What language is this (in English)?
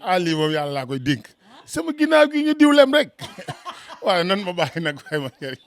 Wolof